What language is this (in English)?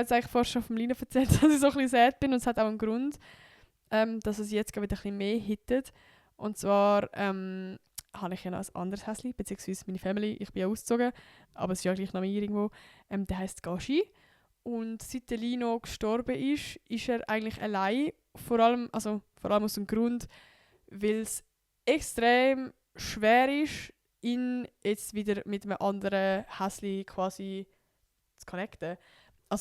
Swiss German